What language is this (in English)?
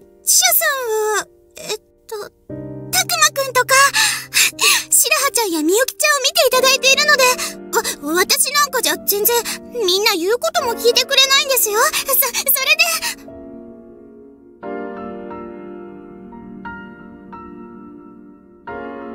Japanese